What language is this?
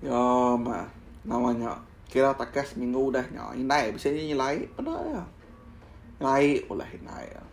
Iban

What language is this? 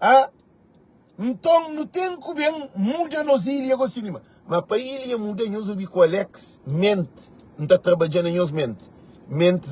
Kabuverdianu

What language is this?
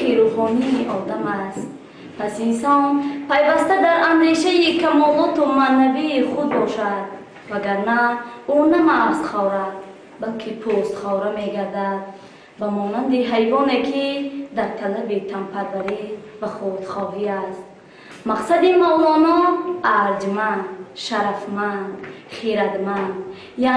Tajik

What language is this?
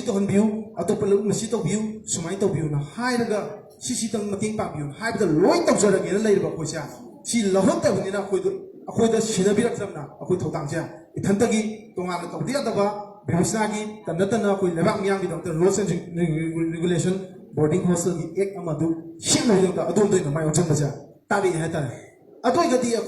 Manipuri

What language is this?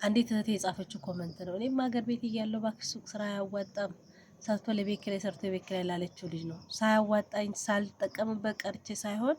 Amharic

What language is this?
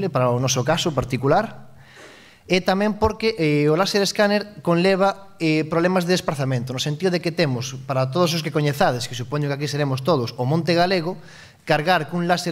Galician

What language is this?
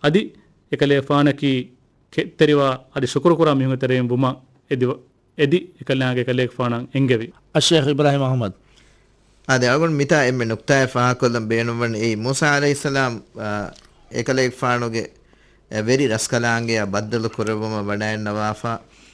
Divehi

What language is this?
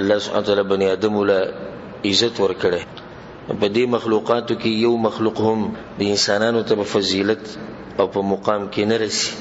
Pashto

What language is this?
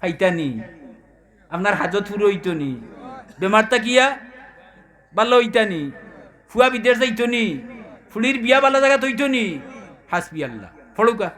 Sylheti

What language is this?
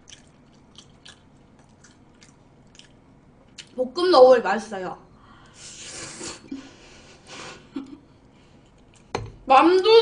Korean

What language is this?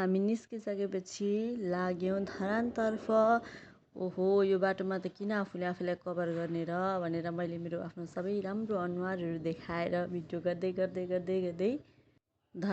Nepali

